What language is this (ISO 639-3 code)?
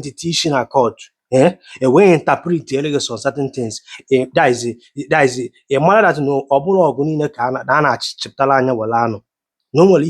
ibo